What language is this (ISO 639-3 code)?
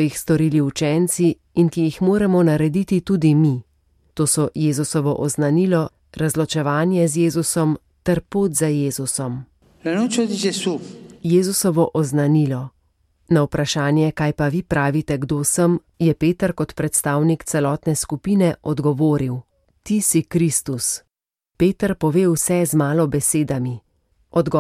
slv